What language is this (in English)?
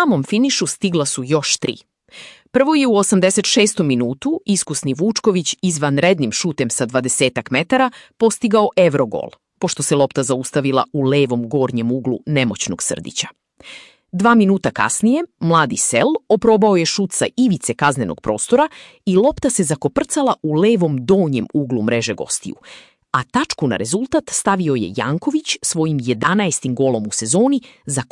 Serbian